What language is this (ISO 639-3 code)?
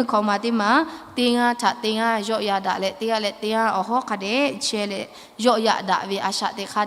lhu